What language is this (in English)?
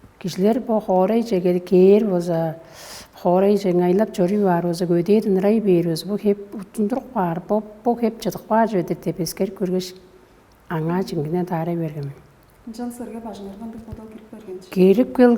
Tuvinian